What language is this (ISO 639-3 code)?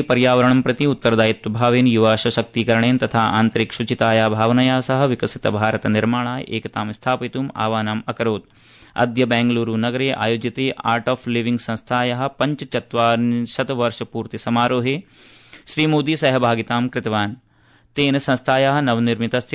san